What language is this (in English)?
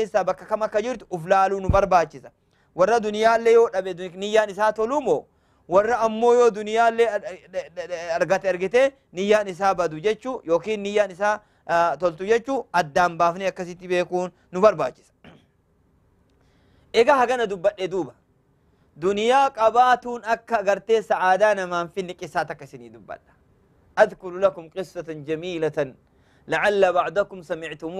Oromo